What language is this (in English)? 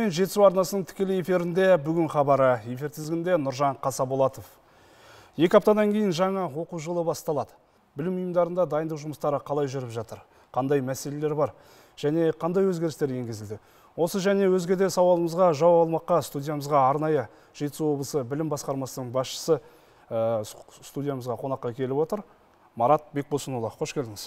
Kazakh